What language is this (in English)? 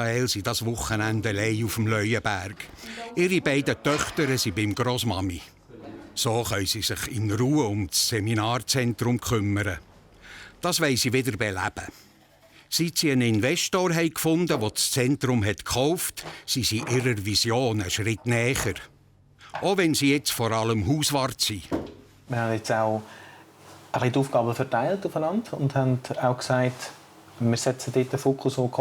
Swiss German